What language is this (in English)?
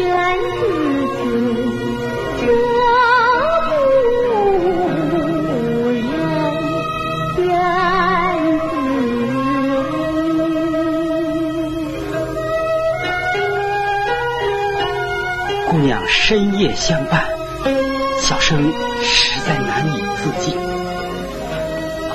Chinese